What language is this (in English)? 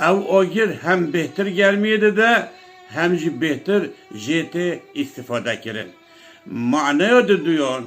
Kurdish